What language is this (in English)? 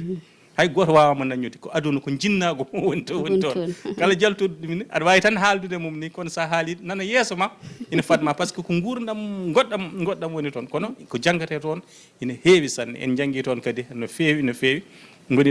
Fula